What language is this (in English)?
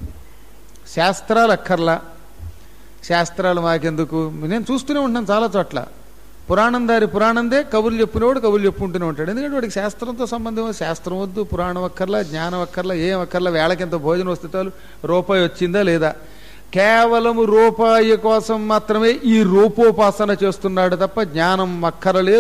Telugu